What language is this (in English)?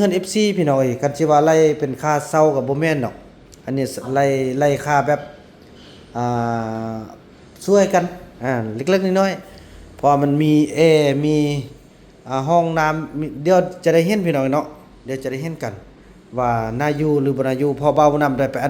Lao